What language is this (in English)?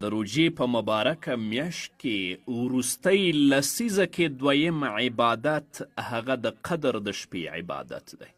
Pashto